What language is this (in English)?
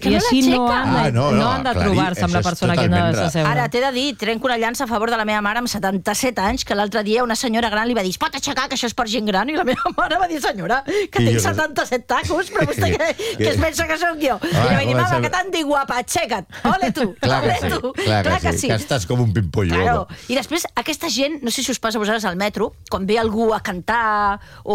Catalan